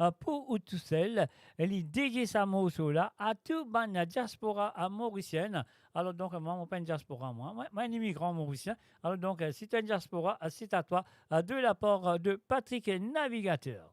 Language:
Morisyen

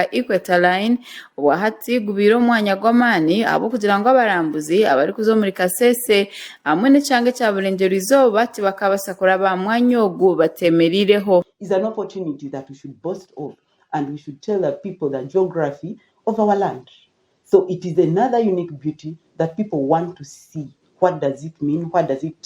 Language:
Nyankole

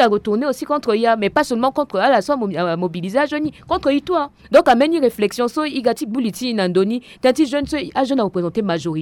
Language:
Sango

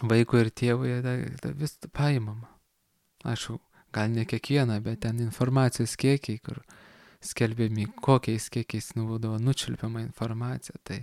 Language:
Lithuanian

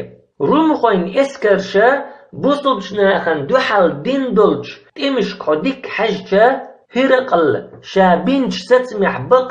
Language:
Chechen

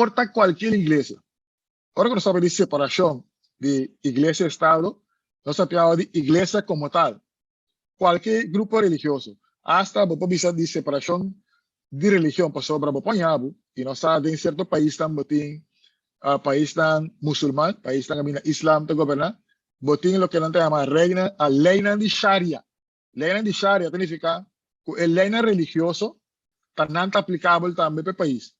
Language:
Papiamento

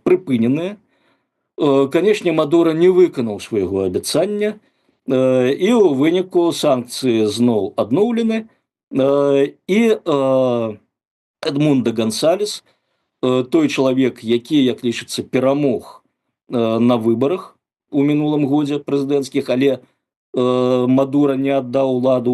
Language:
Belarusian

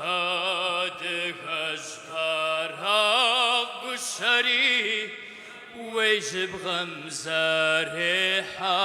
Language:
Kabardian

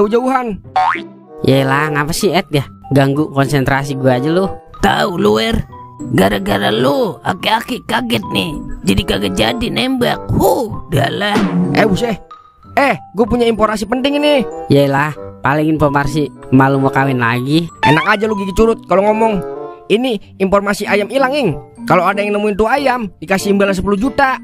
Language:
Betawi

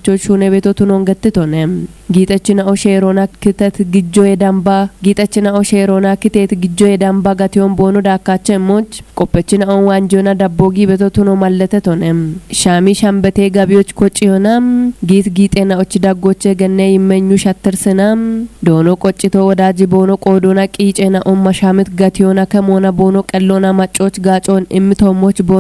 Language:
Kafa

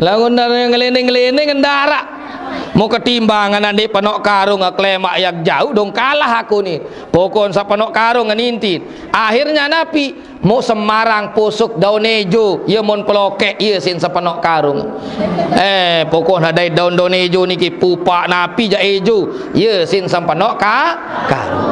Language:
Sasak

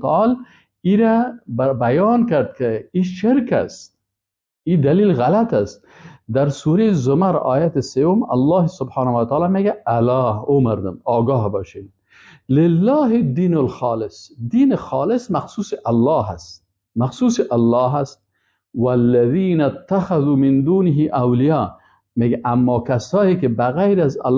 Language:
Persian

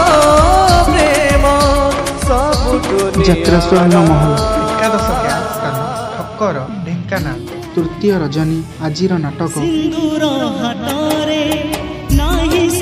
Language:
Odia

